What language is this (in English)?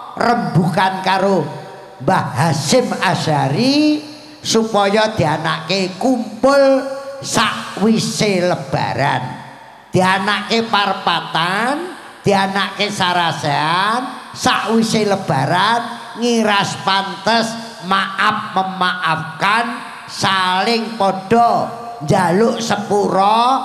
Javanese